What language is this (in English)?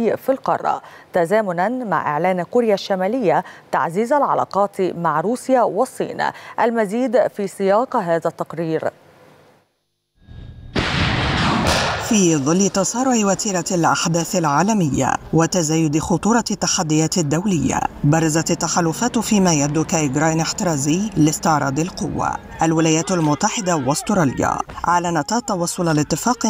Arabic